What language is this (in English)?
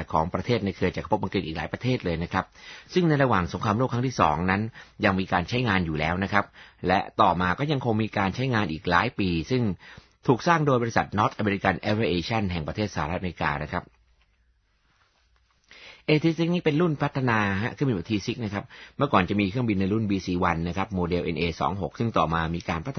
Thai